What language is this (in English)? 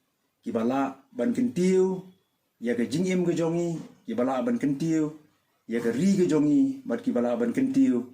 Khasi